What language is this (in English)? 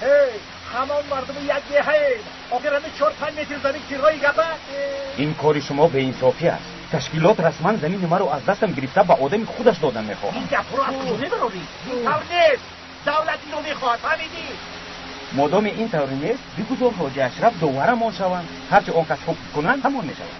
Tajik